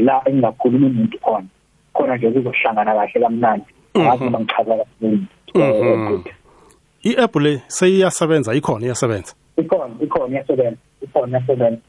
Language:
South Ndebele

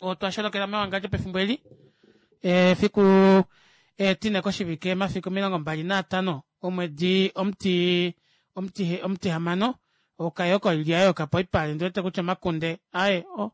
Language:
Kuanyama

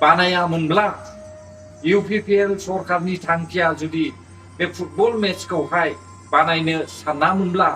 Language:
Bodo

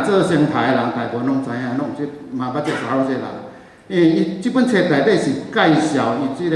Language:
Min Nan Chinese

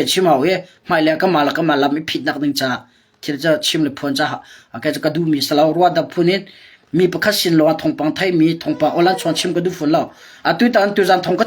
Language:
Hakha Chin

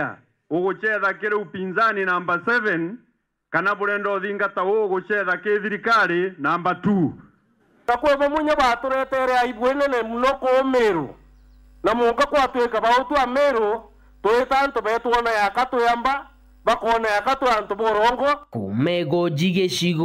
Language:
Meru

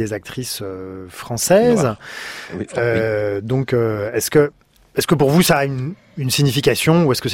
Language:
French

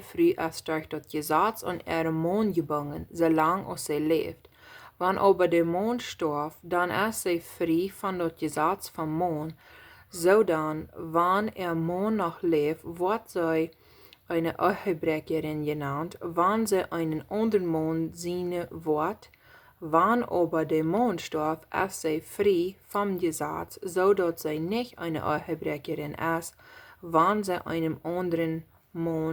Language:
Plautdietsch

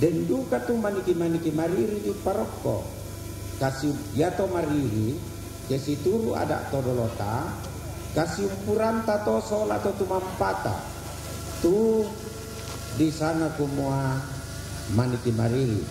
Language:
Toraja-Sa'dan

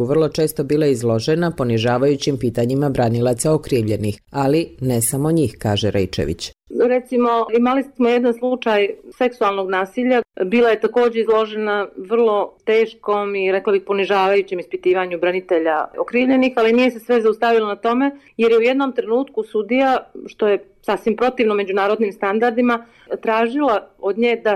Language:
Bosnian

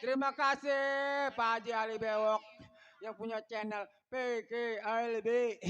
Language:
Betawi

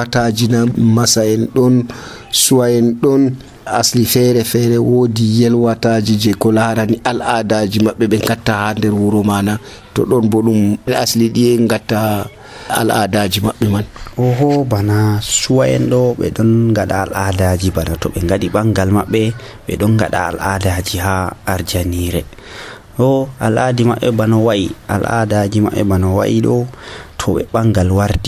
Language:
Nigerian Fulfulde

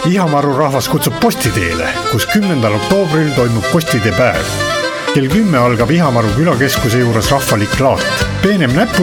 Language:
Estonian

